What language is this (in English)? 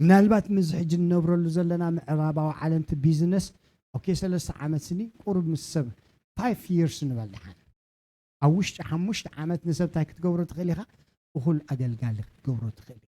Tigrinya